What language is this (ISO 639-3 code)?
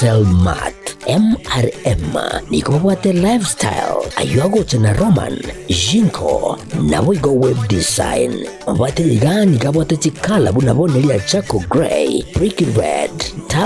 guz